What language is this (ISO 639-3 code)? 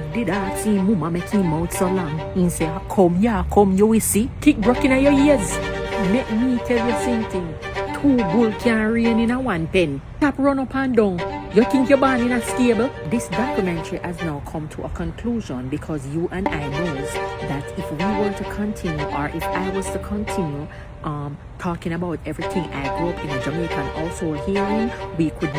jam